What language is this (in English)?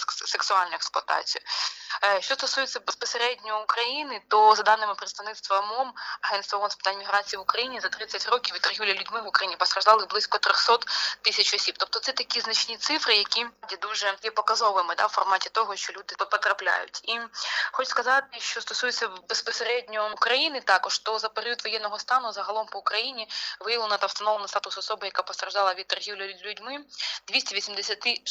Ukrainian